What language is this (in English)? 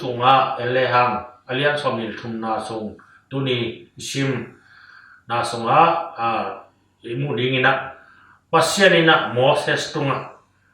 Tedim Chin